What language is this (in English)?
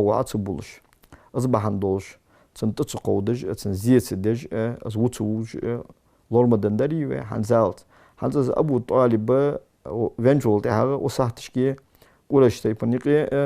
Ingush